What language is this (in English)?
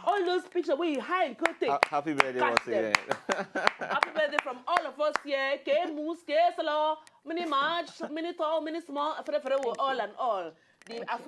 Nigerian Pidgin